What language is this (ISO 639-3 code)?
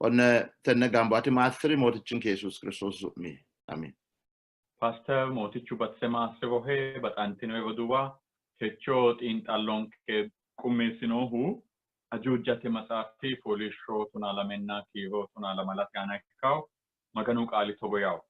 sid